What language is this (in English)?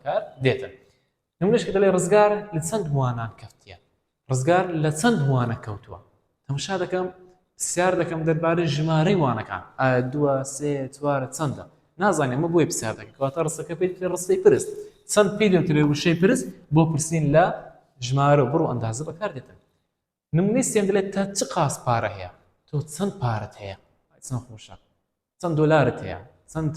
Central Kurdish